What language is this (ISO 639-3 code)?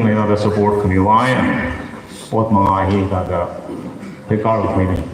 nmf